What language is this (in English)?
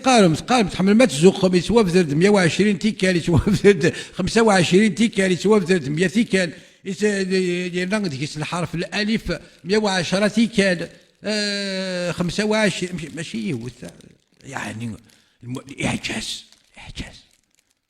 Kabyle